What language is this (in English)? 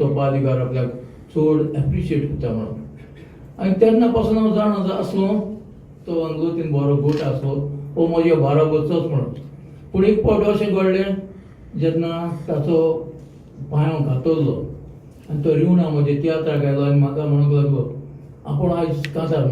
Konkani